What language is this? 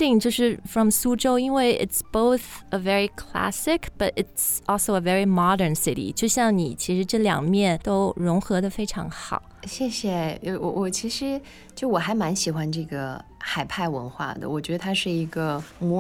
Chinese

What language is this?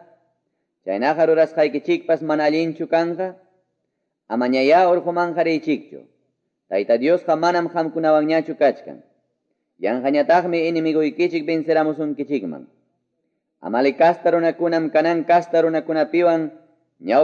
Quechua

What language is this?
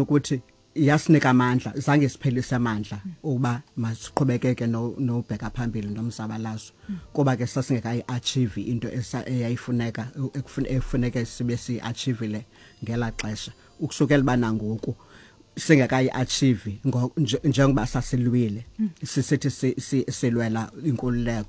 Xhosa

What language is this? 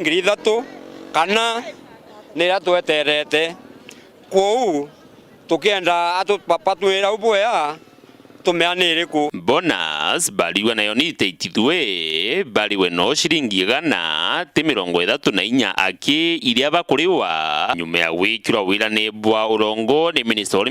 Meru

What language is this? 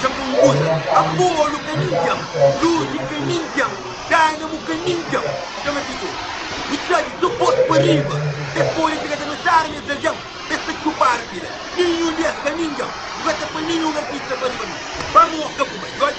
Kabuverdianu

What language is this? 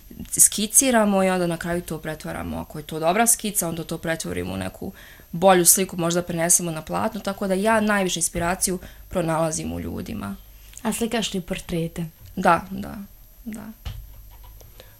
Serbian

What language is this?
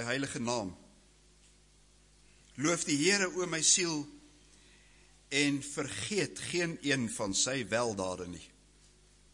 Afrikaans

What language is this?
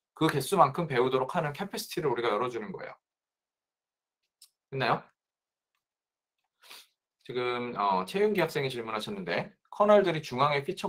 Korean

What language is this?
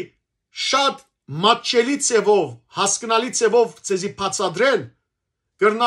Western Armenian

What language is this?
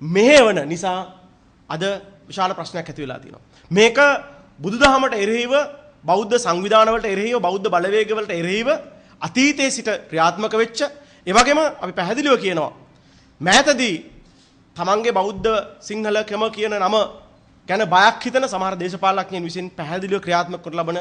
Sinhala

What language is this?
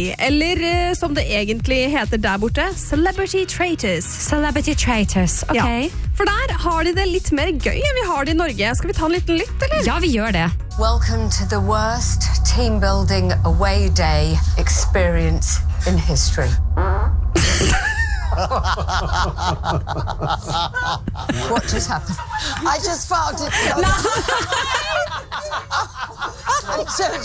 Norwegian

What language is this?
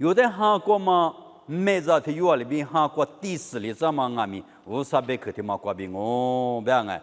Lisu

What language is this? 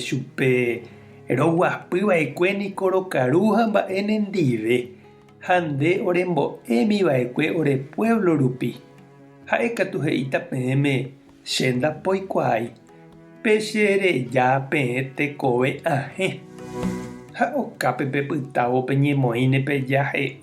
Guarani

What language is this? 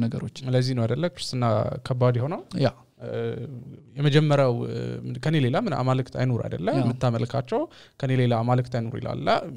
Amharic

